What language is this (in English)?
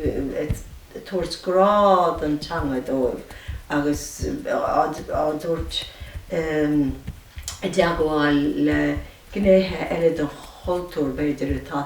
Irish